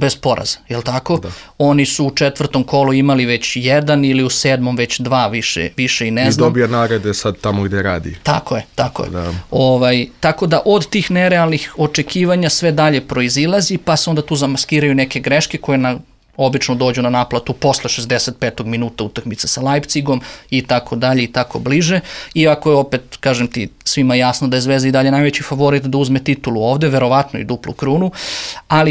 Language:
Serbian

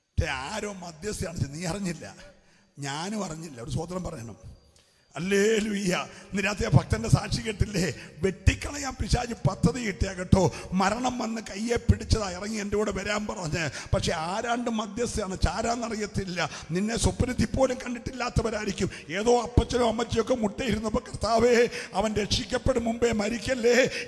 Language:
Malayalam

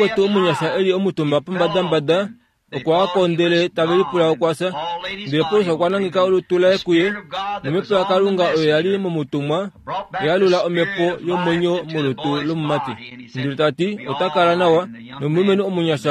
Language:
Kuanyama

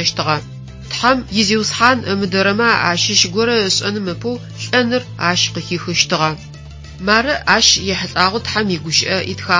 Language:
Adyghe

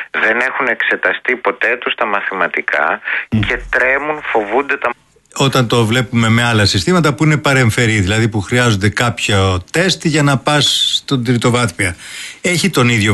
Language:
Greek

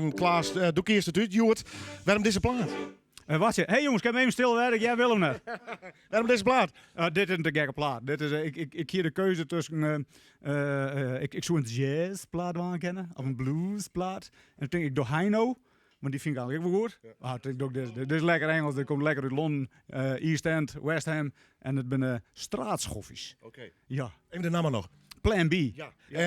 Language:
Western Frisian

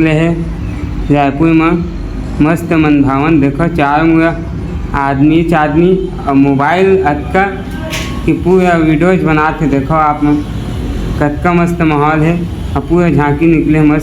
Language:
Chhattisgarhi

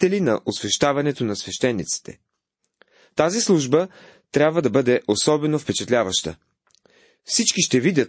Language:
Bulgarian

